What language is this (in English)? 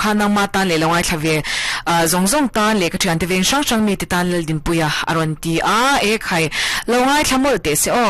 Mizo